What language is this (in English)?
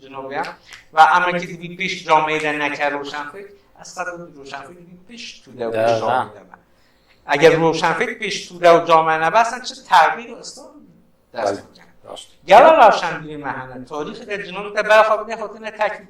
Kurdish